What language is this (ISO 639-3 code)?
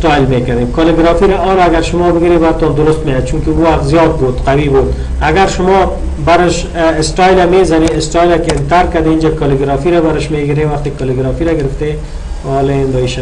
fas